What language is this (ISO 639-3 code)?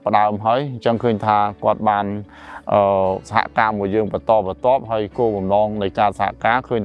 khm